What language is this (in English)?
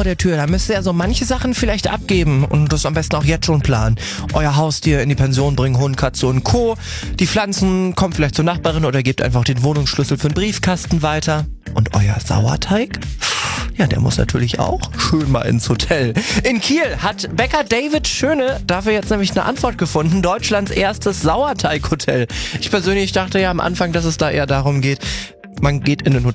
German